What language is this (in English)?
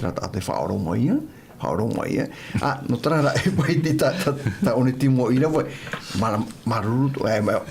Tahitian